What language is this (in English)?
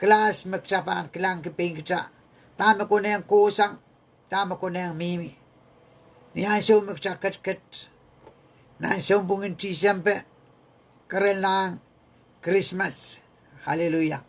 Pohnpeian